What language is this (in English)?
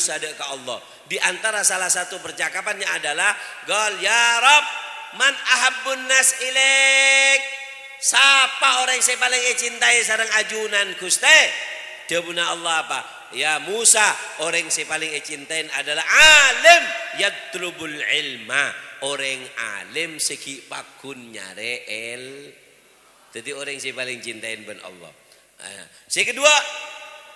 Madurese